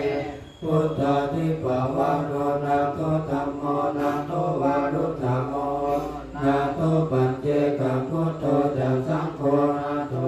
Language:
Pali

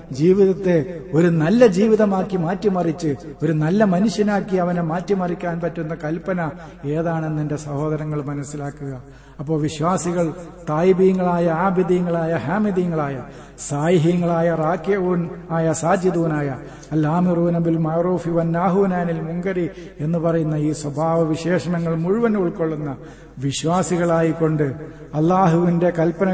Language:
Malayalam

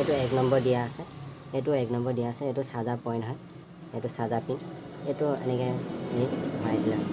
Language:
Assamese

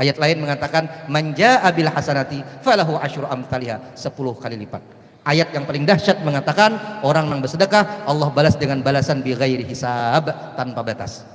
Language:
Banjar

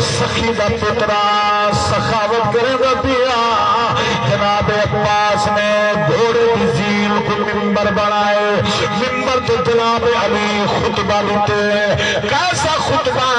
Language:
Saraiki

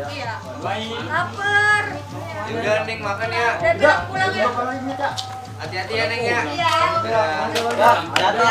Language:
Betawi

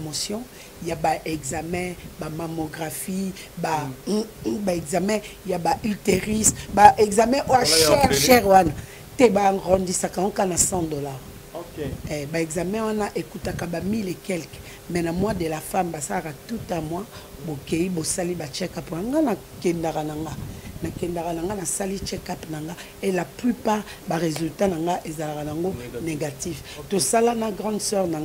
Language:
Lingala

